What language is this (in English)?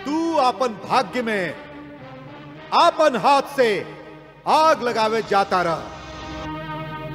Bhojpuri